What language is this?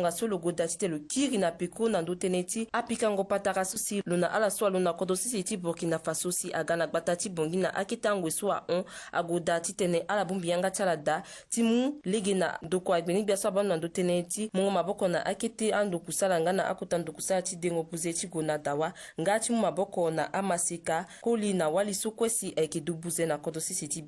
Sango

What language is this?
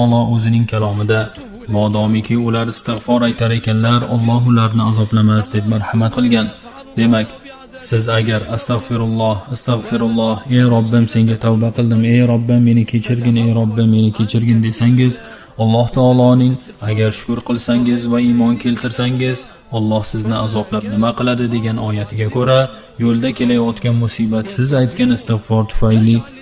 Uzbek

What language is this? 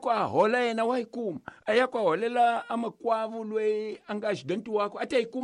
Tsonga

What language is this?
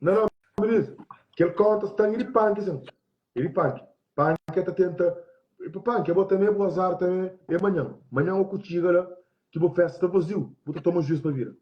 Kabuverdianu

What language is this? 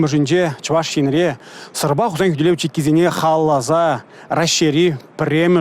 Chuvash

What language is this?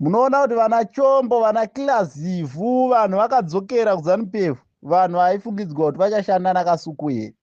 Shona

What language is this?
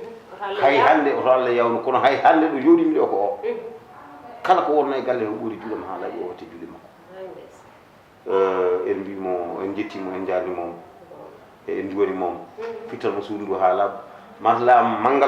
Fula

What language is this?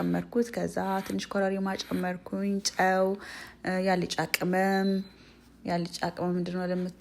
Amharic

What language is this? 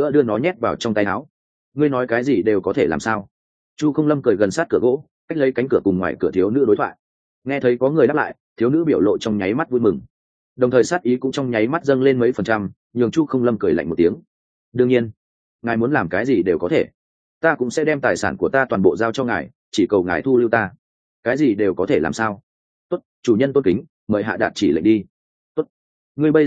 Vietnamese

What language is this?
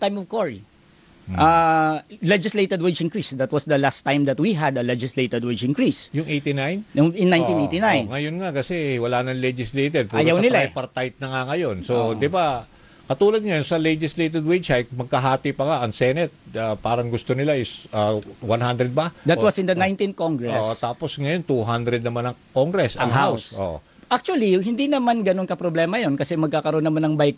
Filipino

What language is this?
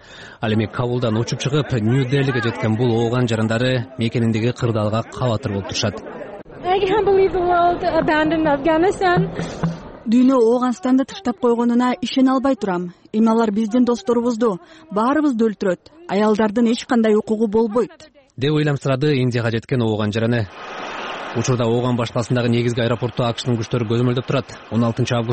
Kyrgyz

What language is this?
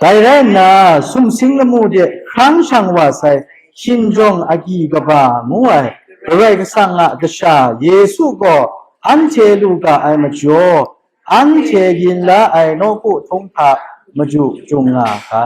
Kachin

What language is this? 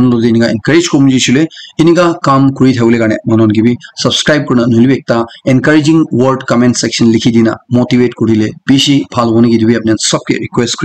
Naga Pidgin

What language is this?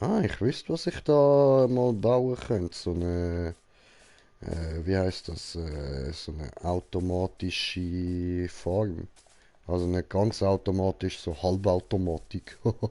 Swiss German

